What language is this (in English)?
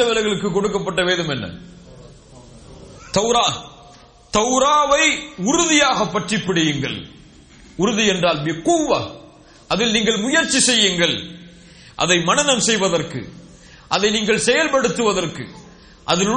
Tamil